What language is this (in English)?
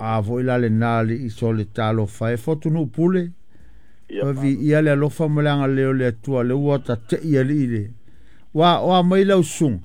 Samoan